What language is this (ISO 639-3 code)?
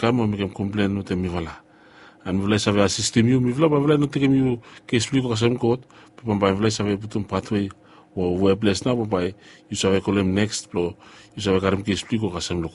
bis